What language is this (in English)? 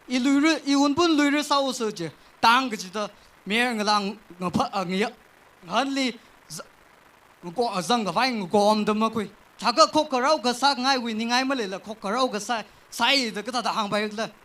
Tangkhul Naga (India)